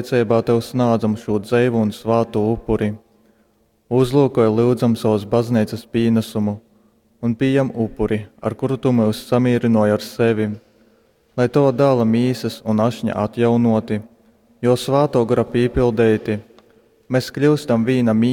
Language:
Latgalian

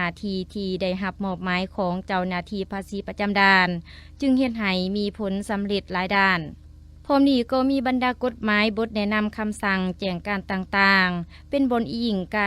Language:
Lao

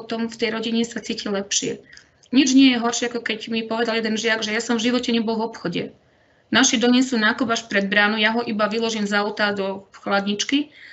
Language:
Slovak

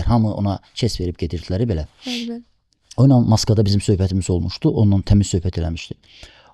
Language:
Azerbaijani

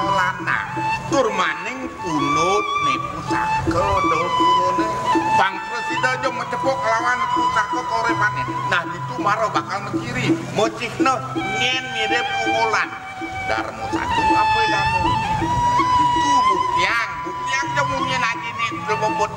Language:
Balinese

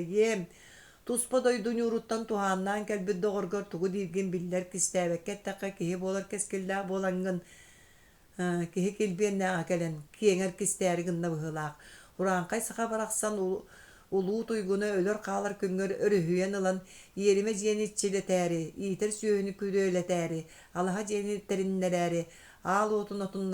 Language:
Yakut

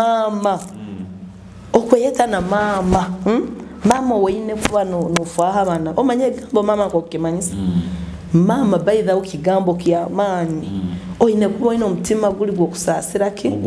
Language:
Nyoro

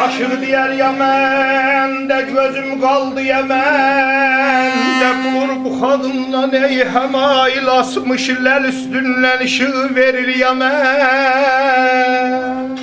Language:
South Azerbaijani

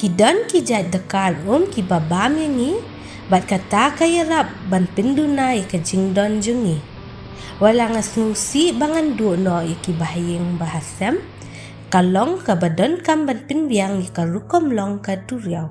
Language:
Khasi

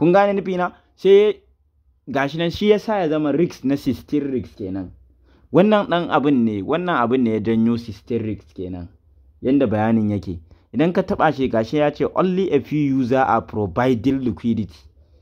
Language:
Hausa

